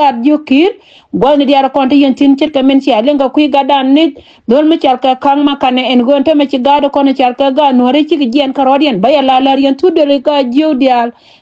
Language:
Nuer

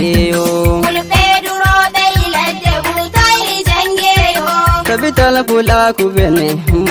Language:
Nigerian Fulfulde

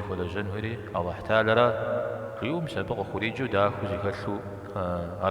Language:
Kabardian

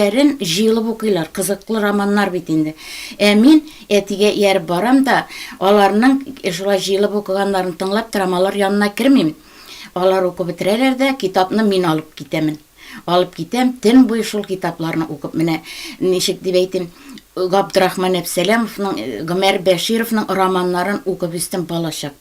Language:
Tatar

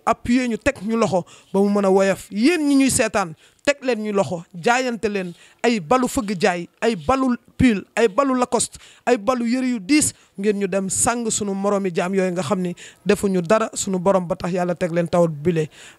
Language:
Wolof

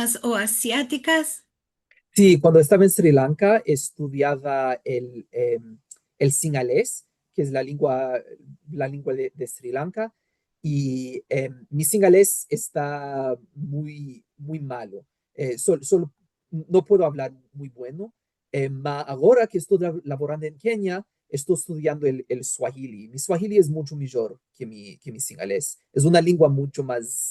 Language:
Ladino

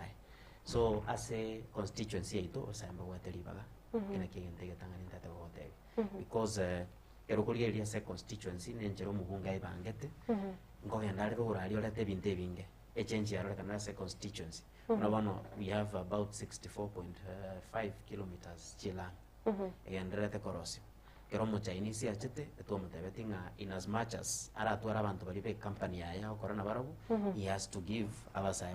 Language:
Gusii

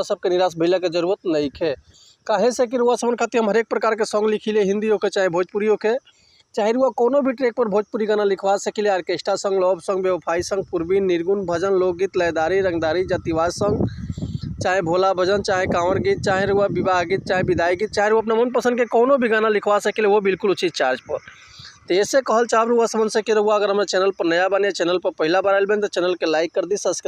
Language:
Bhojpuri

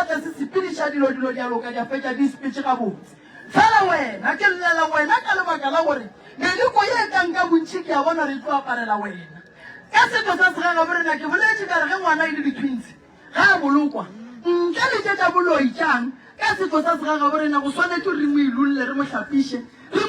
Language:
Northern Sotho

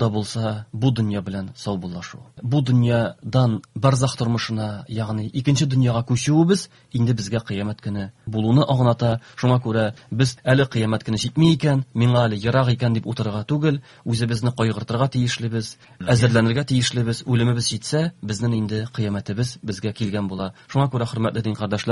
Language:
Tatar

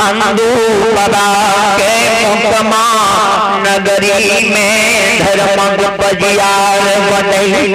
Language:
Maithili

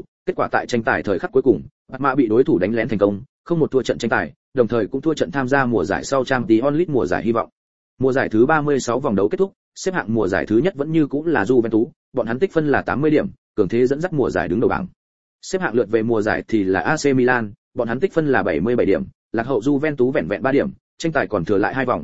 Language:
Vietnamese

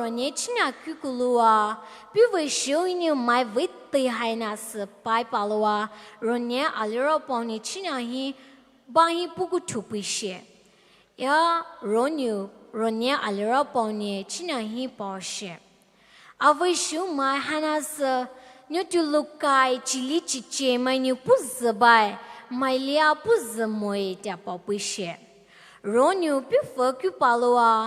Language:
Poumei Naga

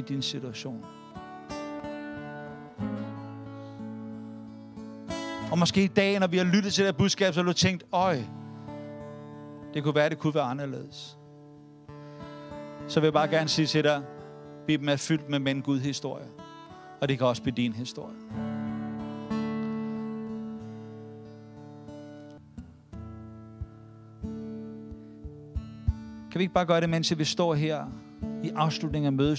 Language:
Danish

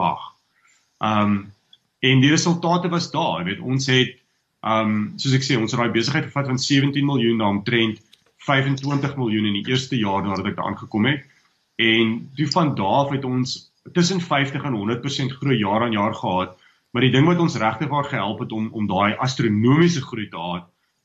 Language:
Afrikaans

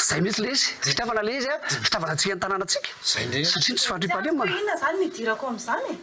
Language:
Malagasy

